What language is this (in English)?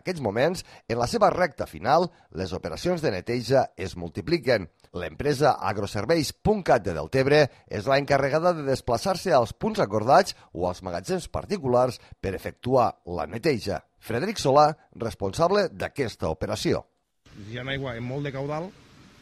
Catalan